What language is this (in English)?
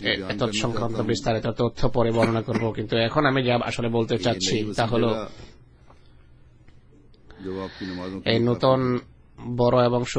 Bangla